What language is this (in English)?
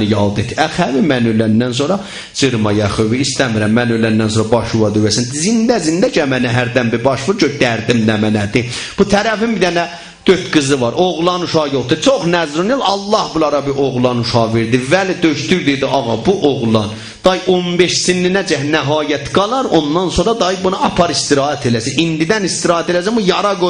South Azerbaijani